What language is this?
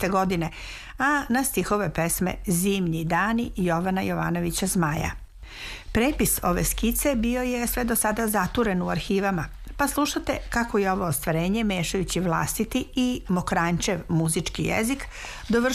Serbian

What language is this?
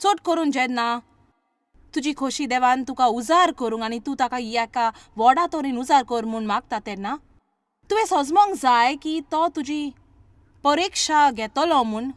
Konkani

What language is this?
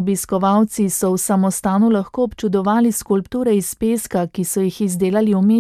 Slovenian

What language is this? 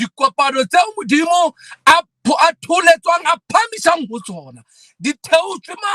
Southern Sotho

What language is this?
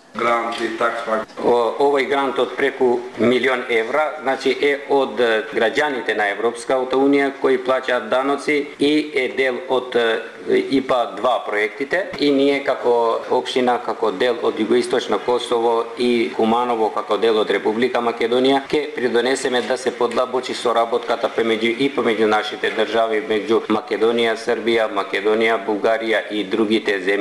Macedonian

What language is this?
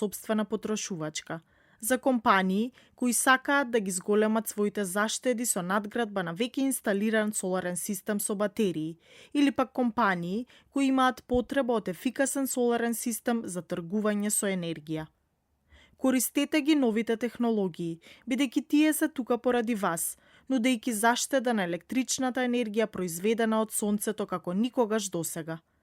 Macedonian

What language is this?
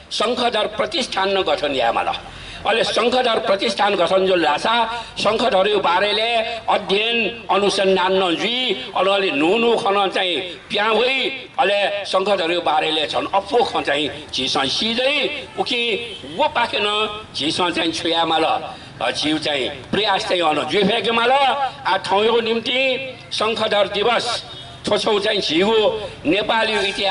Newari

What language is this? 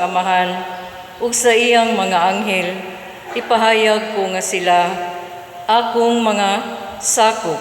Cebuano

